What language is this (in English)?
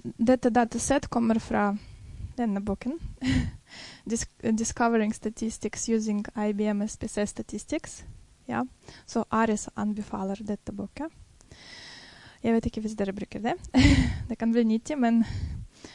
Norwegian